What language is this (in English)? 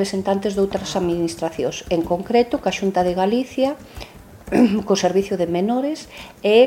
Galician